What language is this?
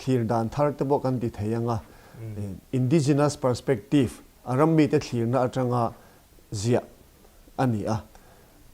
Mizo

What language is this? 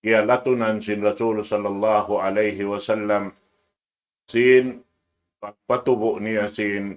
Tausug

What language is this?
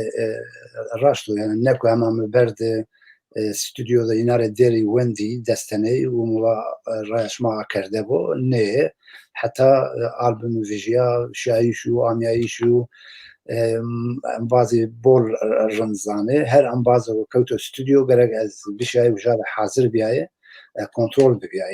Zaza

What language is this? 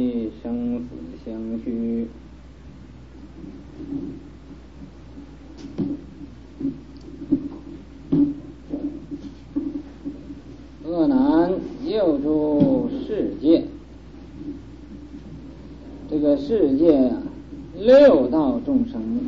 Chinese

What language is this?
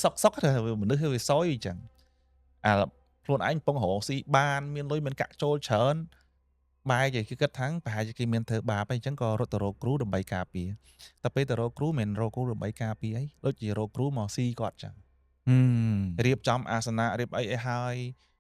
Khmer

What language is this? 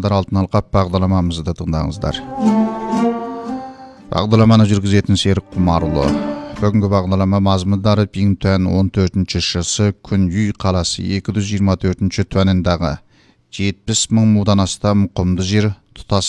Kazakh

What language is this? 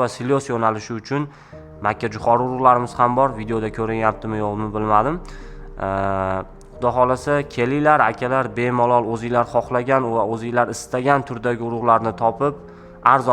Uzbek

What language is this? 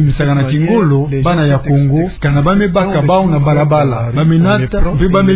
Kituba (Democratic Republic of Congo)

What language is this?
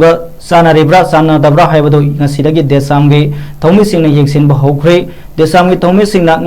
Manipuri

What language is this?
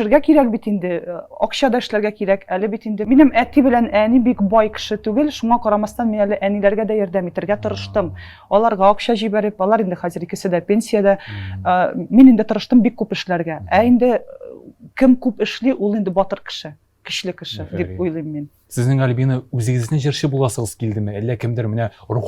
Tatar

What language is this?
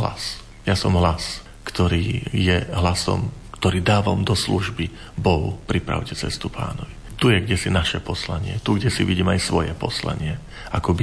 Slovak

